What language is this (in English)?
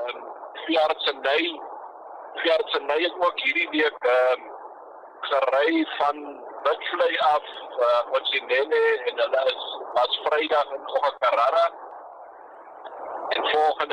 Afrikaans